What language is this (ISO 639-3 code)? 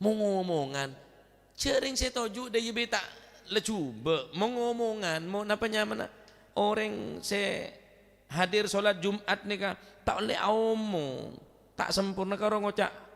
mad